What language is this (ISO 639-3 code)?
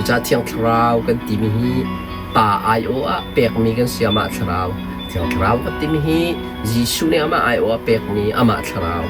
cnh